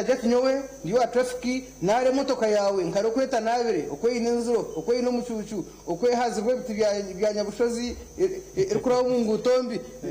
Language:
Nyankole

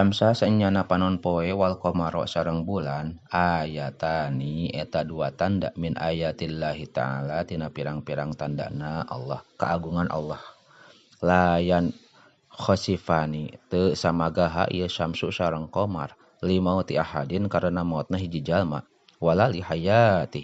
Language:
Sundanese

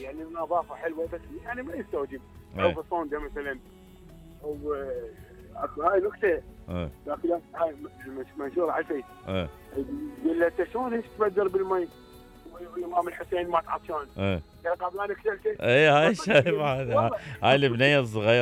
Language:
Mesopotamian Arabic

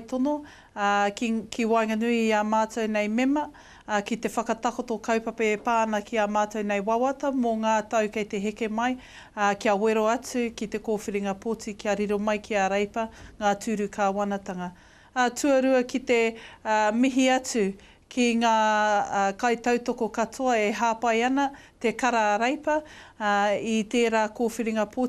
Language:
Māori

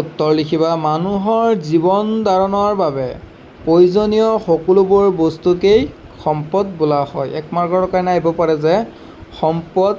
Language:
Assamese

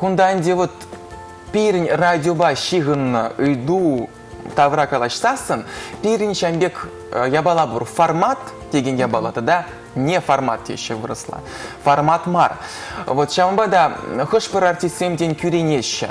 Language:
Chuvash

